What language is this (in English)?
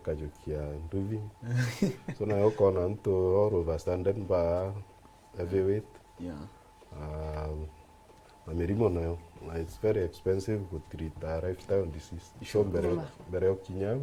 Meru